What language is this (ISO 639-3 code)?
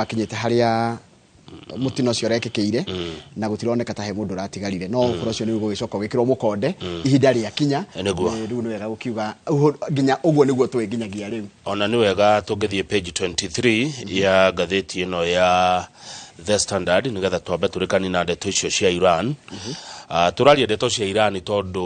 kik